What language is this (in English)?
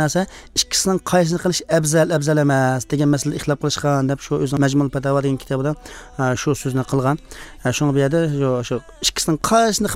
Uyghur